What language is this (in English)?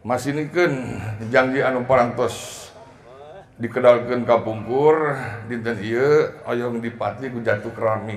Sundanese